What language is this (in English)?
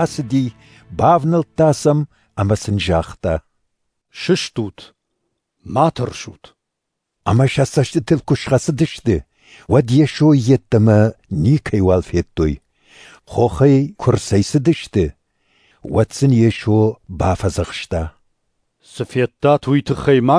Ossetic